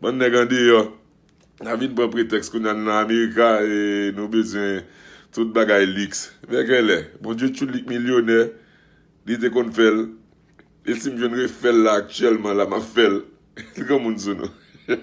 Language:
Haitian Creole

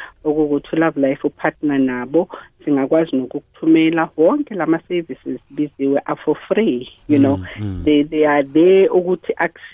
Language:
South Ndebele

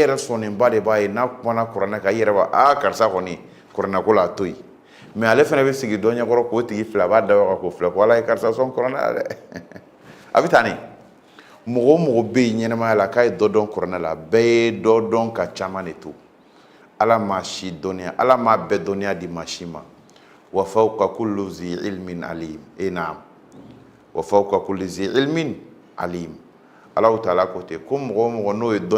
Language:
Bambara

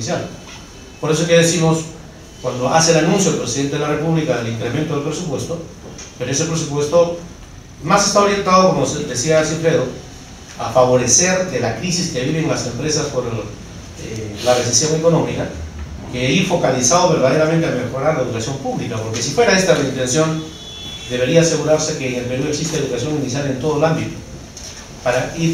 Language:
Spanish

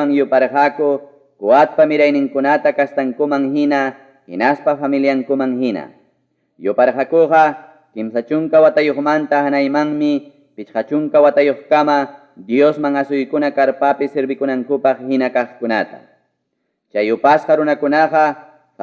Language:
Ayacucho Quechua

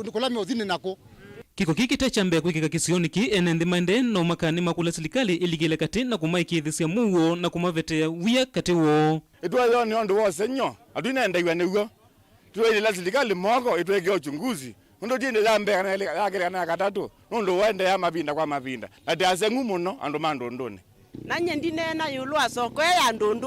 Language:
Kamba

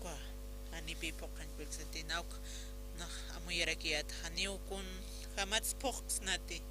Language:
Aymara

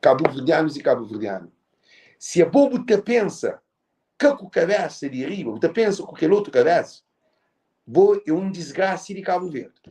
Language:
Kabuverdianu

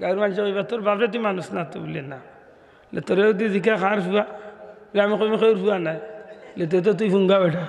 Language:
Sylheti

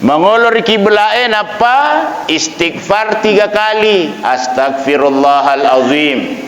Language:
Buginese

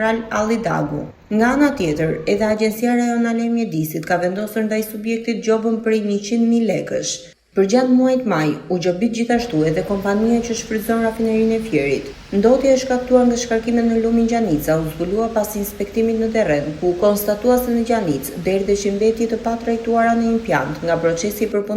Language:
Albanian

